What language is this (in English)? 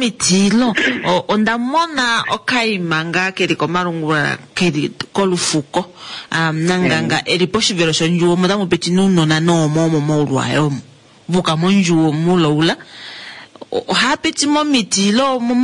Kuanyama